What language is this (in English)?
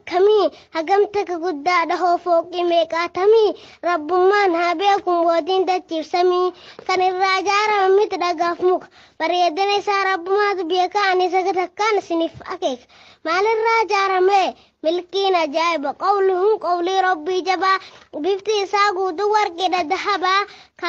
Oromo